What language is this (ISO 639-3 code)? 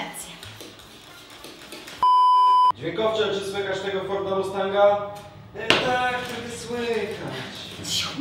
pol